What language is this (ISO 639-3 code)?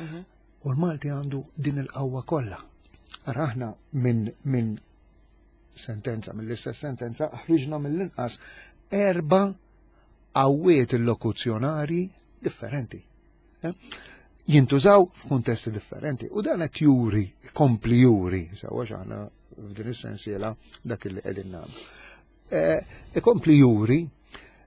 mlt